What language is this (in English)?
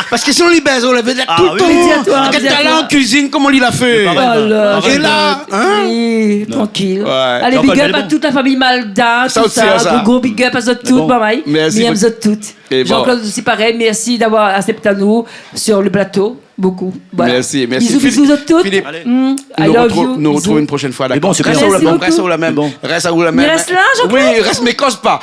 Réunion Creole French